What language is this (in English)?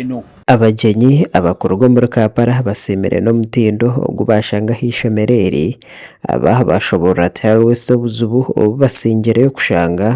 Nyankole